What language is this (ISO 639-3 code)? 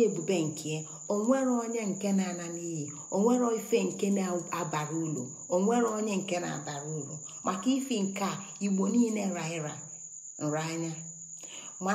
ibo